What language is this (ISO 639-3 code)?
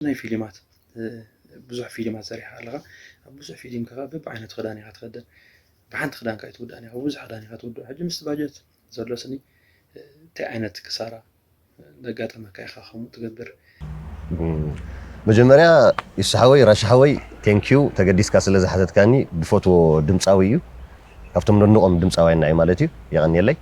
tir